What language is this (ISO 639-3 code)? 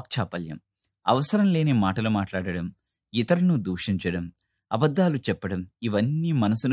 tel